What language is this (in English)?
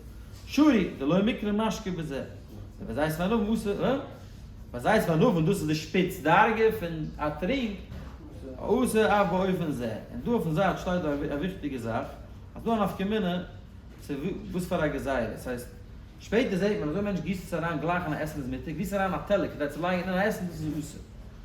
Yiddish